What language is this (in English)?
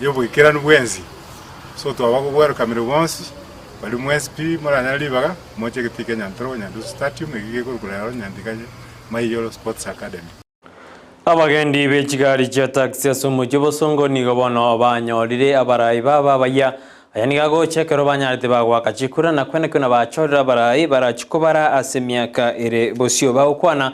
Gusii